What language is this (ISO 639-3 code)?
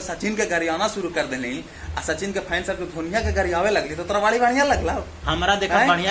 mag